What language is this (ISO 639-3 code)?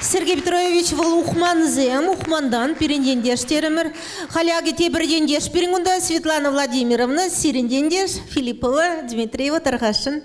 chv